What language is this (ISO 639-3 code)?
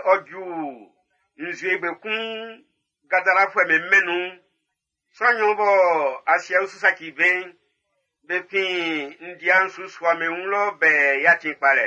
bci